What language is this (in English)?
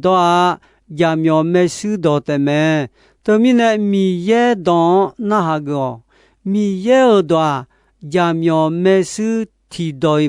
Akha